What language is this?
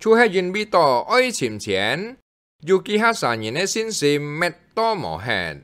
Hakka Chinese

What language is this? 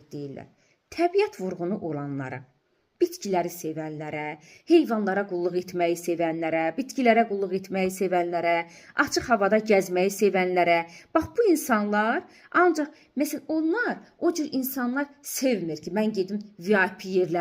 Azerbaijani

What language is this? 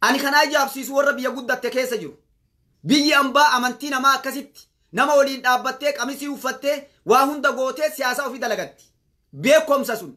Oromo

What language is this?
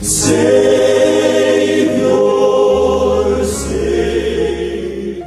Nigerian Pidgin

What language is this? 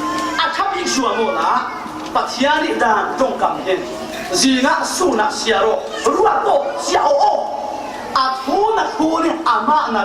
Falam Chin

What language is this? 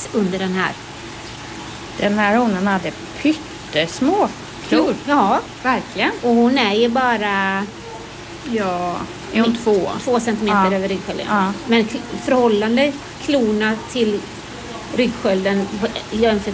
Swedish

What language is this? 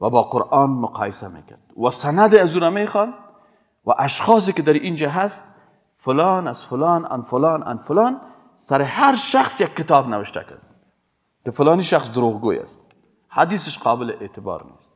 Persian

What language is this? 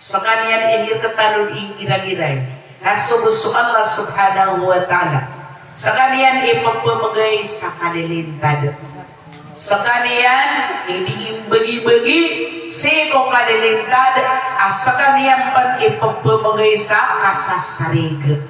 Maranao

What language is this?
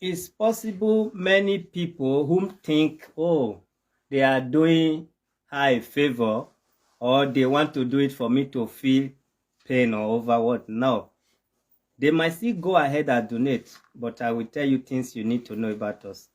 Nigerian Pidgin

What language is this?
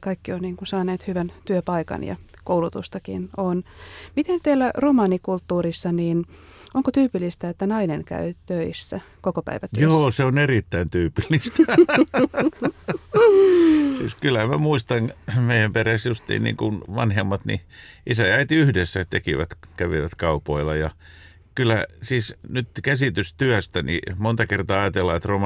Finnish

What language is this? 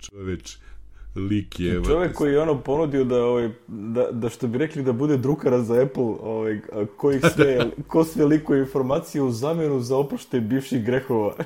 Serbian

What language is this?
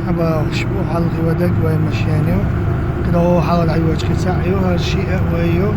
Chechen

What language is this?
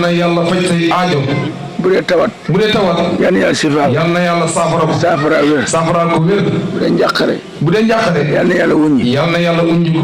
Wolof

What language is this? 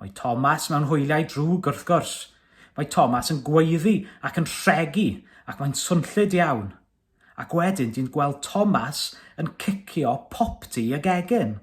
Welsh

